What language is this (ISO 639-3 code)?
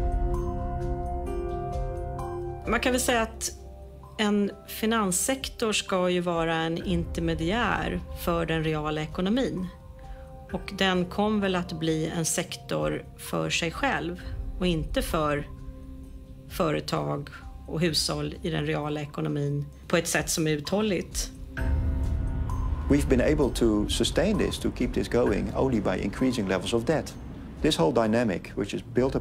swe